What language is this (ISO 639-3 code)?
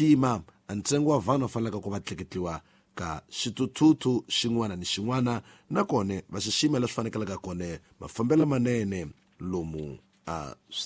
tso